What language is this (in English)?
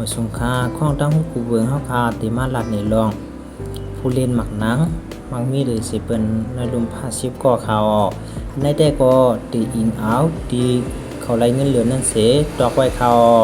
Shan